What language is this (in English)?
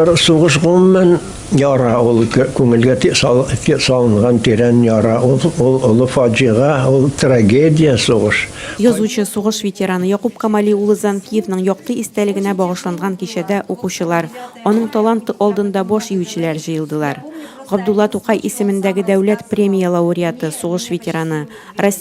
Tatar